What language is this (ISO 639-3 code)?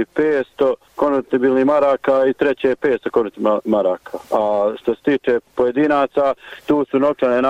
bos